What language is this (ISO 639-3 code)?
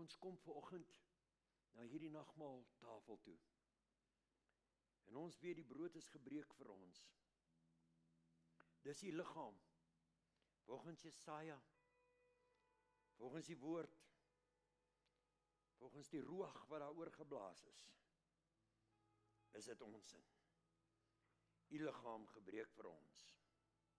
afr